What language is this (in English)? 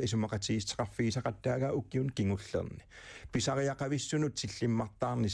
Kalaallisut